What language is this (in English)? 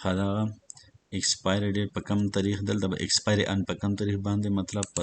Pashto